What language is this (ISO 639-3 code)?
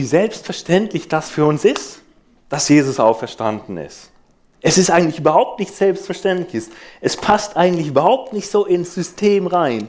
gsw